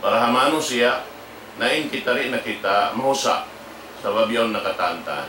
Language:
Tausug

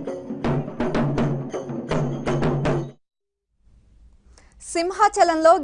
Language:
Telugu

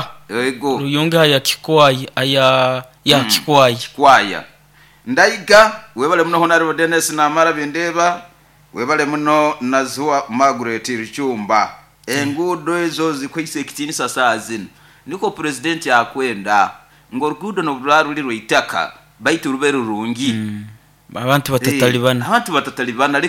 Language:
Nyoro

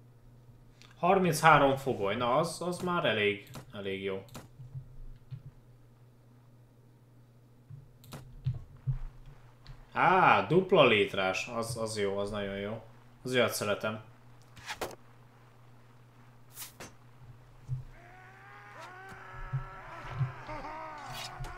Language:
Hungarian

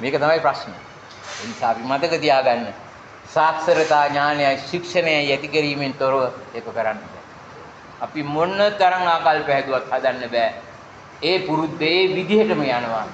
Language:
Sinhala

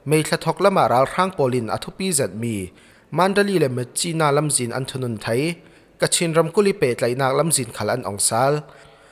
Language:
Falam Chin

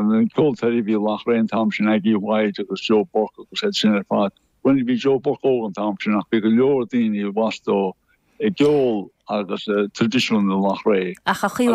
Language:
Irish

